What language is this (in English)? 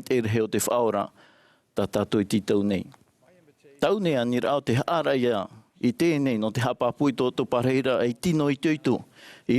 Tahitian